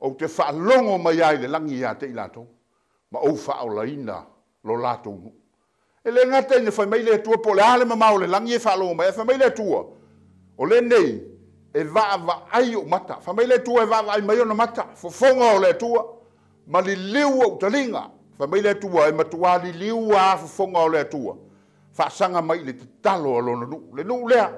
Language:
Samoan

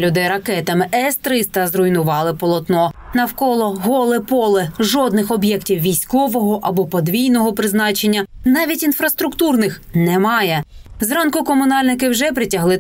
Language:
Ukrainian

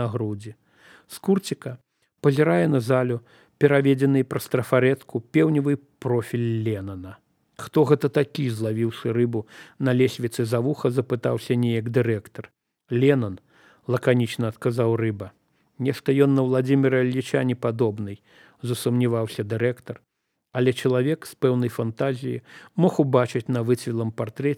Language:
Belarusian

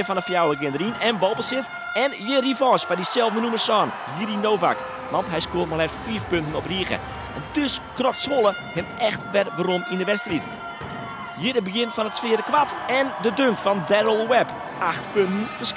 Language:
Western Frisian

